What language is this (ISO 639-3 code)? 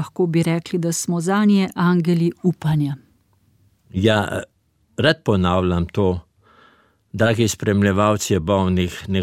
slv